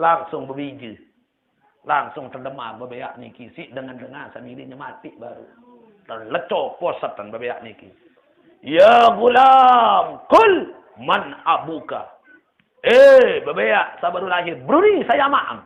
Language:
Sasak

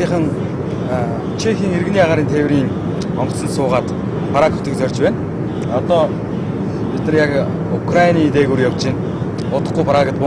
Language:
Mongolian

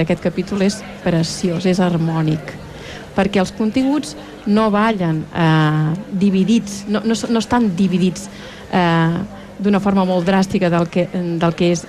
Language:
Catalan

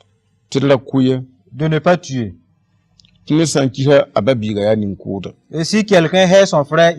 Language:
Mossi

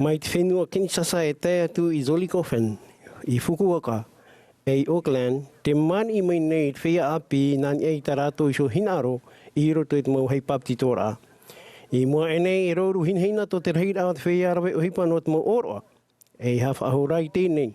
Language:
Tahitian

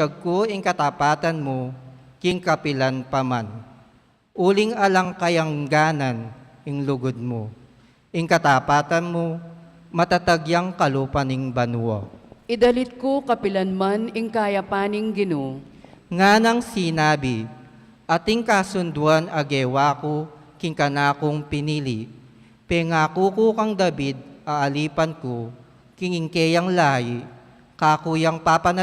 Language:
Pampanga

